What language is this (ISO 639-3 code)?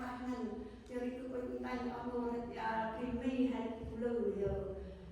cmo